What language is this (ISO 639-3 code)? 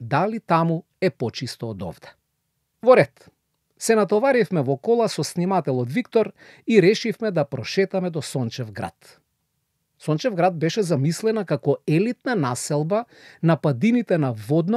mkd